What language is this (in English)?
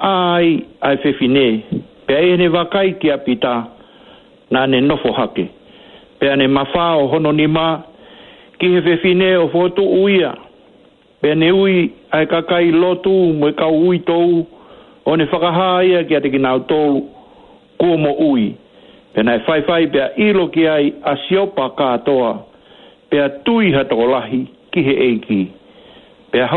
Tongan